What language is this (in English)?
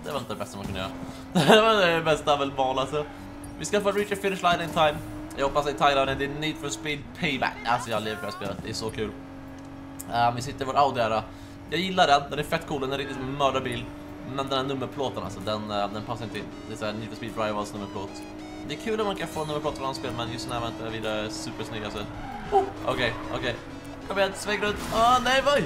Swedish